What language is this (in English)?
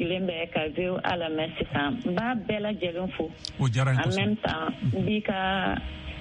Bambara